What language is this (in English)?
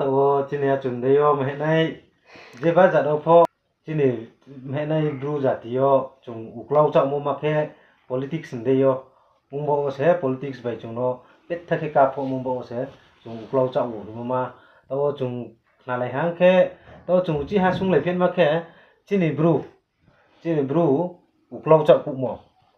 Riang (India)